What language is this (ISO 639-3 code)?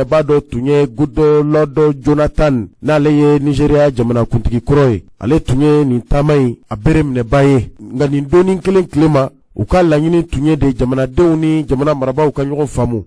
bam